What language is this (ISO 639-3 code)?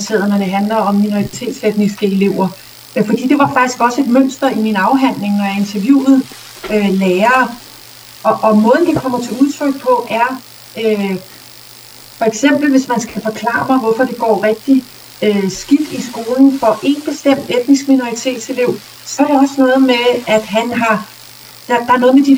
dan